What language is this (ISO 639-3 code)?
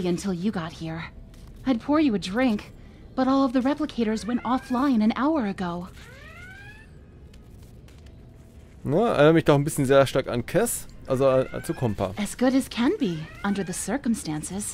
deu